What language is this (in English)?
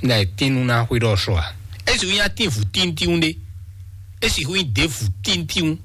Fon